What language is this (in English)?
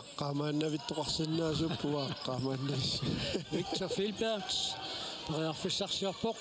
Kalaallisut